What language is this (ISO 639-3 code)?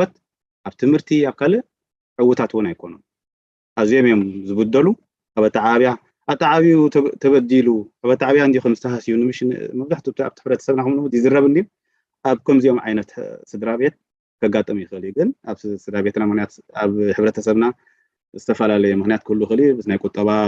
tir